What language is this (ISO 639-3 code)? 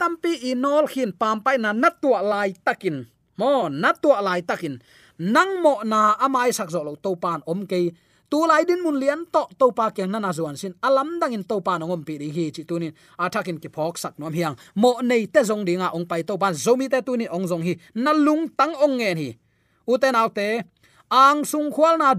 ctd